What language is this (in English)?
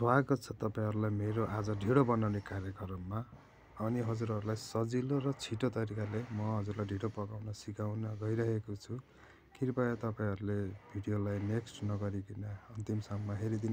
Nepali